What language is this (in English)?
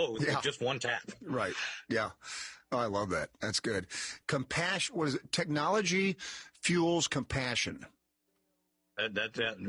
English